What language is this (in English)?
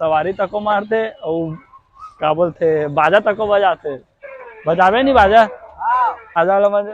Chhattisgarhi